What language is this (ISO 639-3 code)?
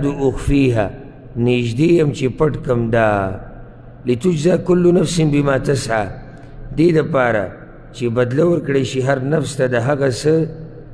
pus